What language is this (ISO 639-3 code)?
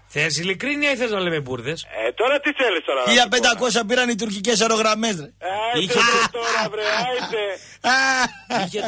ell